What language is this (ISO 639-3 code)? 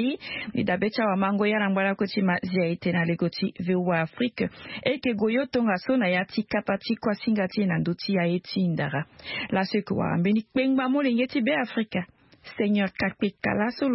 sag